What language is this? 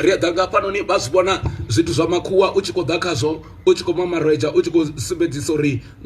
Venda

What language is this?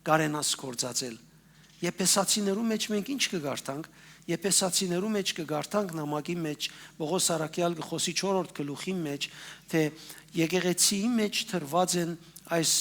Western Armenian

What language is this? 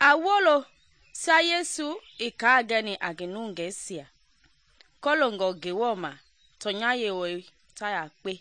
Mende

